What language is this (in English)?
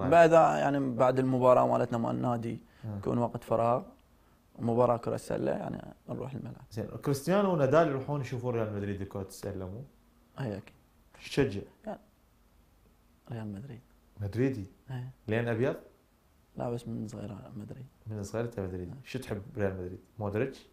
Mesopotamian Arabic